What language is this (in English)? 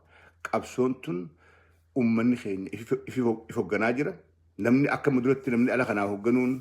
Oromo